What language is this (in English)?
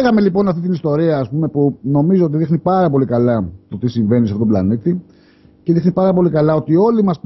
Greek